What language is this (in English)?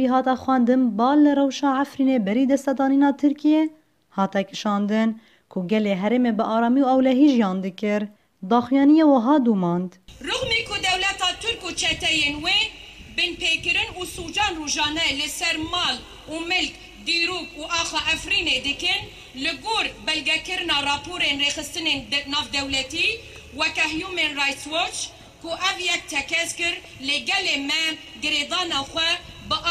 Kurdish